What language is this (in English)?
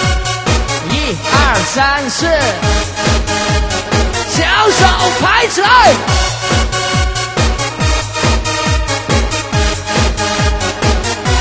Chinese